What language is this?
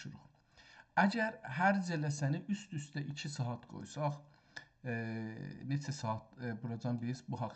South Azerbaijani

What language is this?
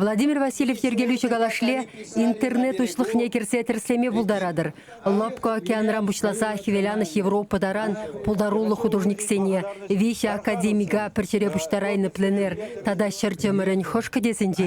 Chuvash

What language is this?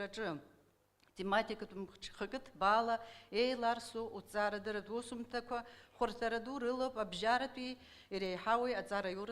Abkhazian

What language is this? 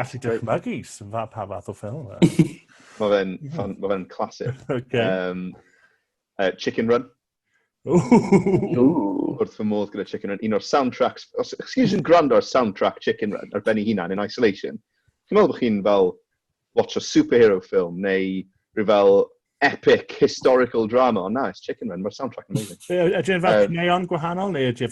Welsh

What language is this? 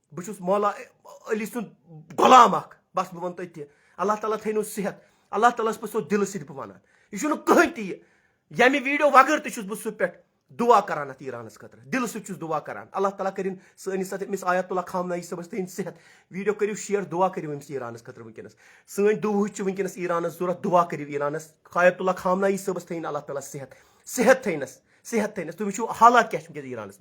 Kashmiri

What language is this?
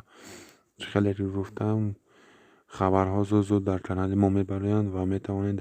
Tajik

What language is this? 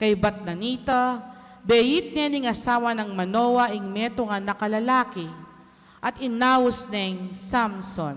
Pampanga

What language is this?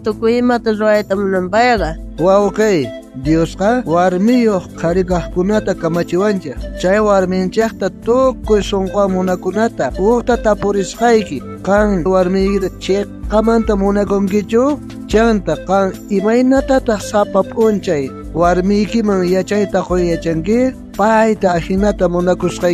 South Bolivian Quechua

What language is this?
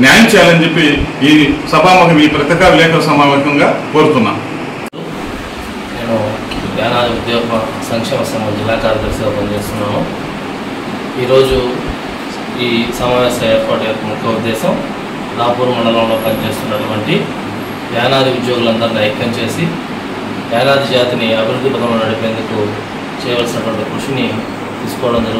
Telugu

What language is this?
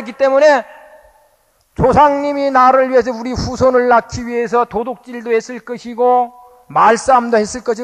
Korean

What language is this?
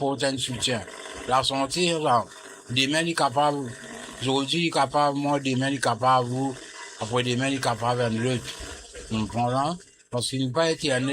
Morisyen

